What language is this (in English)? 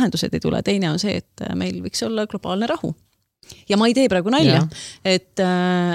Estonian